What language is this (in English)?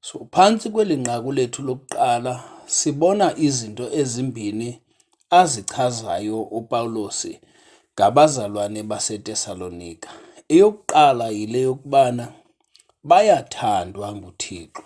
Xhosa